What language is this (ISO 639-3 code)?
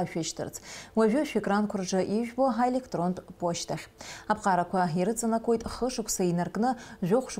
abk